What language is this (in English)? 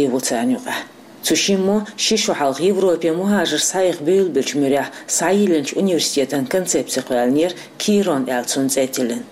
Chechen